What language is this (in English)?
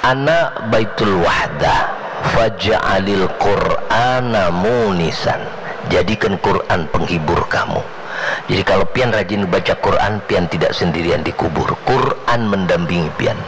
Banjar